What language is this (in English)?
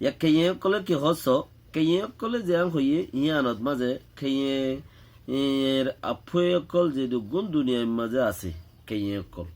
Rohingya